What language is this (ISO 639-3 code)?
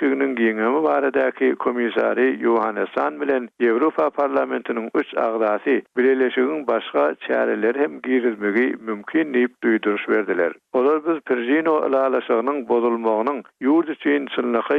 tuk